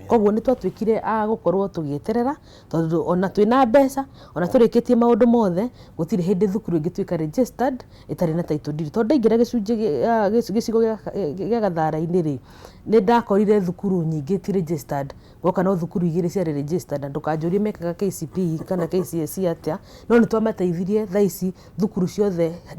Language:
Kikuyu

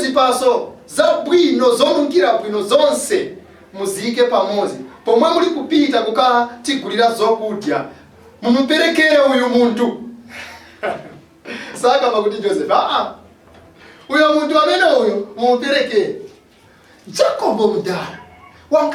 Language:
Nyanja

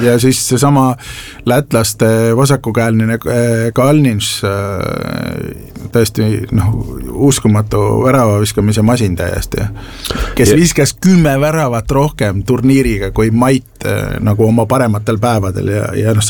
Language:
Estonian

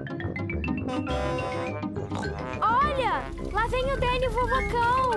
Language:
Portuguese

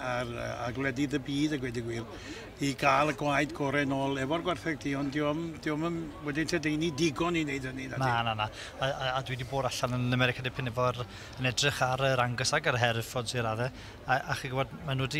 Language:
Welsh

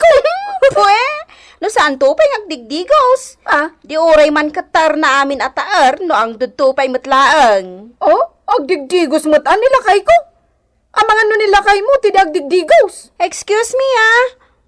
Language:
Iloko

